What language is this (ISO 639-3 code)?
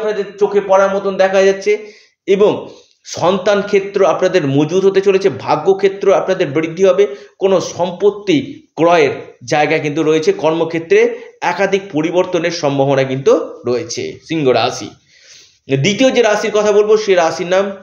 ben